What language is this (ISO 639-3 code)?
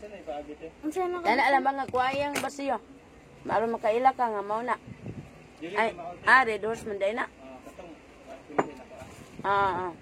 ceb